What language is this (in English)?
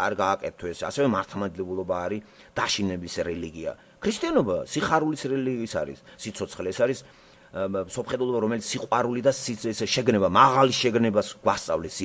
Georgian